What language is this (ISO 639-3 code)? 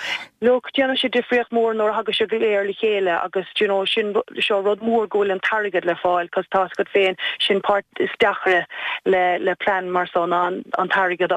gle